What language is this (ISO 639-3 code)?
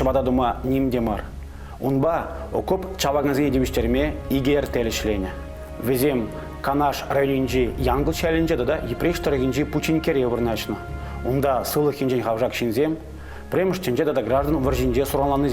chv